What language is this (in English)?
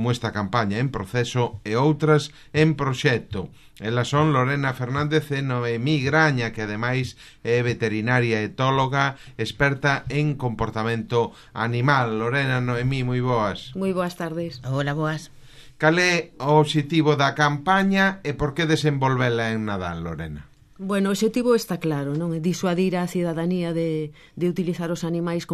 Galician